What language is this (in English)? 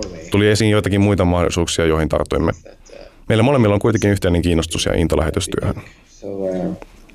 Finnish